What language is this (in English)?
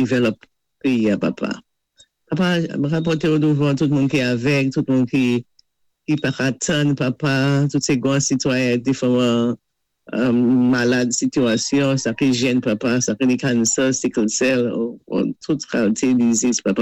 Saint Lucian Creole French